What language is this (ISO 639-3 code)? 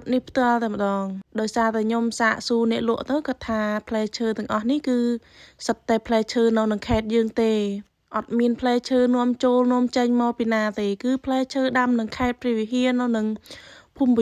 khm